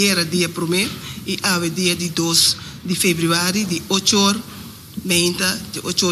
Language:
Papiamento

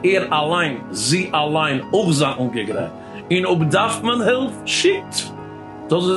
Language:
Yiddish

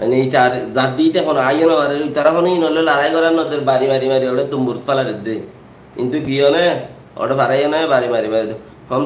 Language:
Rohingya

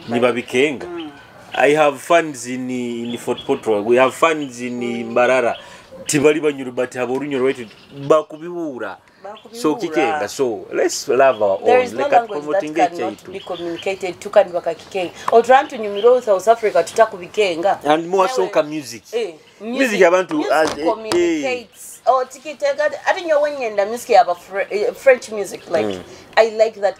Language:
Nyoro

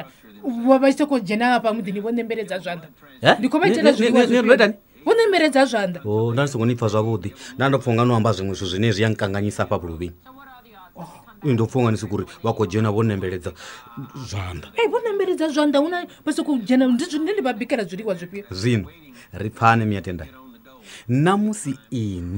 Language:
Venda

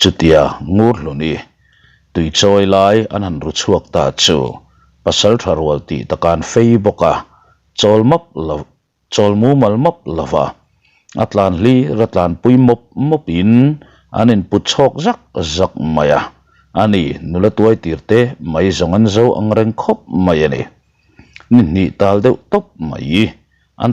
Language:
Mizo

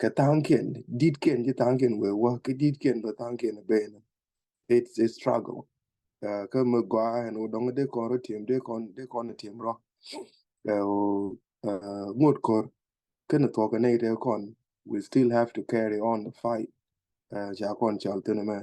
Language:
Nuer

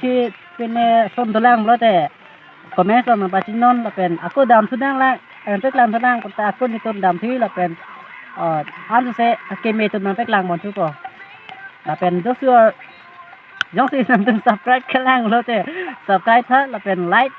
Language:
Karbi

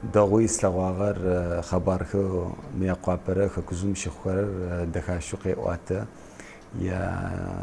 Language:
Adyghe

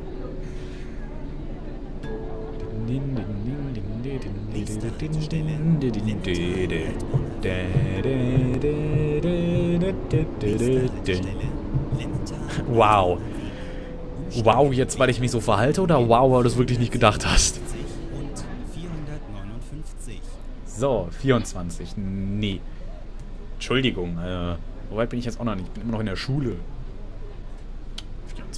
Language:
German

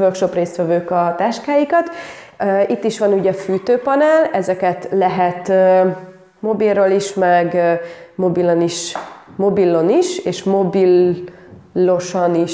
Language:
Hungarian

